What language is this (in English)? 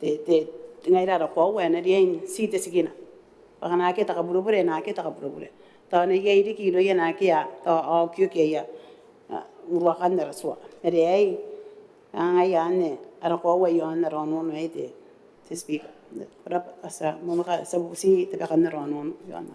Gilbertese